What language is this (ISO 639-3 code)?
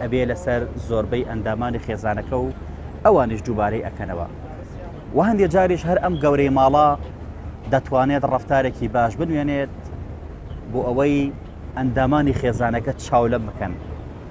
ckb